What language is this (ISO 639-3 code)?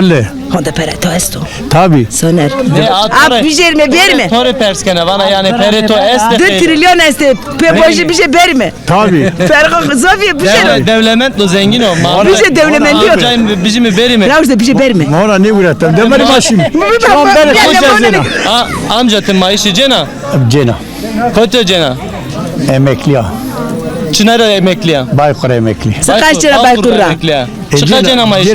zza